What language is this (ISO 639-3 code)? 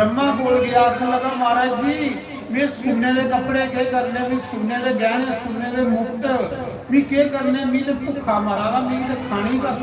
doi